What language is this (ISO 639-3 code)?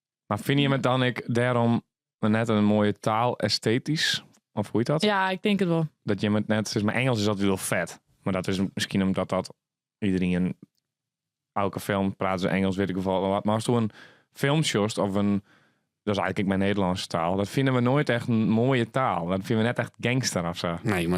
fry